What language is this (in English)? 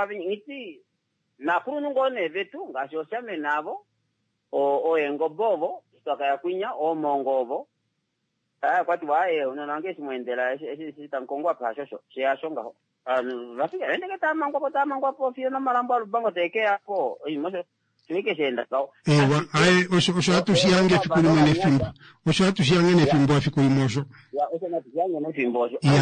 Kuanyama